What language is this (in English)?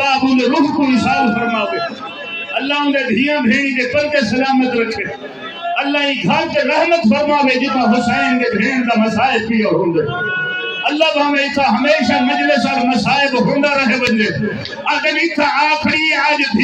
Saraiki